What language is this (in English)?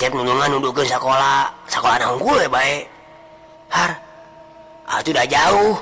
Sundanese